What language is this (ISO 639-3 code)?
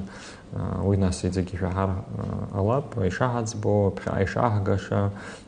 abk